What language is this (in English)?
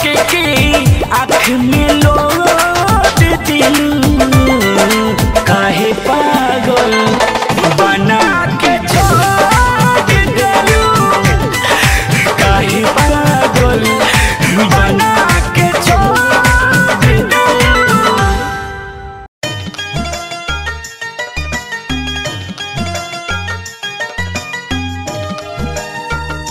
Bhojpuri